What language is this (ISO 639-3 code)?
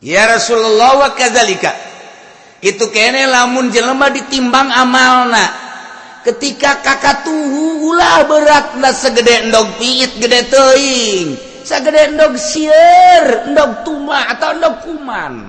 sun